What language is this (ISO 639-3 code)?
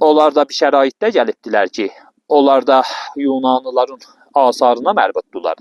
aze